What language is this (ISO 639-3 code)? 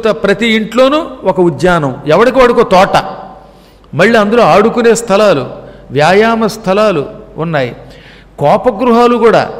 tel